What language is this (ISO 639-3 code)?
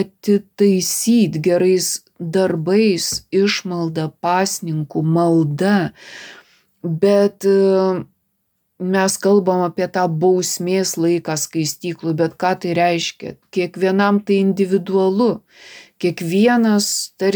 lit